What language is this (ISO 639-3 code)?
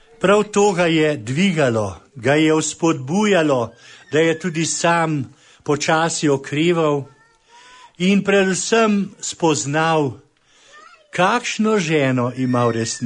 slv